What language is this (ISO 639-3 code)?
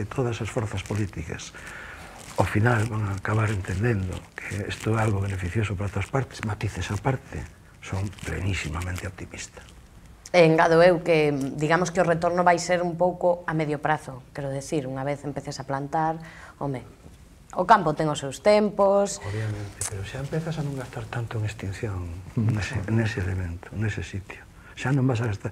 glg